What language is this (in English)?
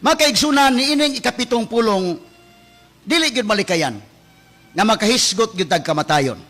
Cebuano